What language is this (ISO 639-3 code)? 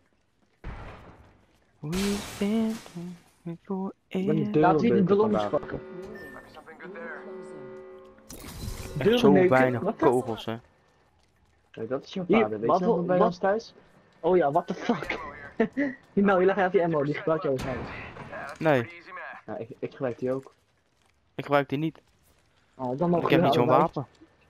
nld